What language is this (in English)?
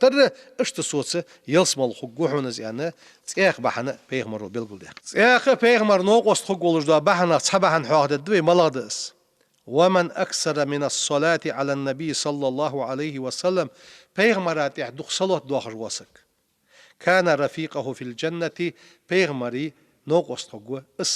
Ingush